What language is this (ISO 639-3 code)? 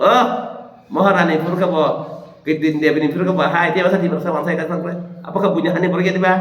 trp